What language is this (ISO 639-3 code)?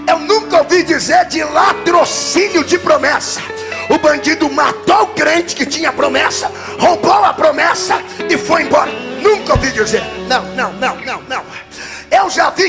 por